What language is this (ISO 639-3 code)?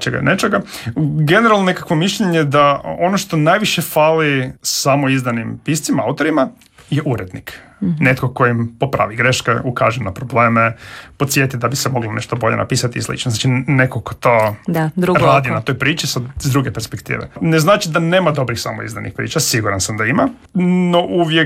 hrv